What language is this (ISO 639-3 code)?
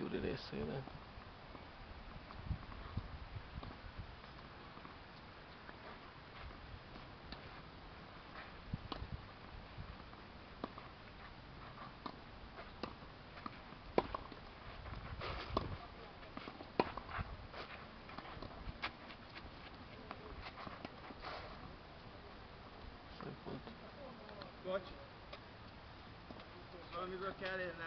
hun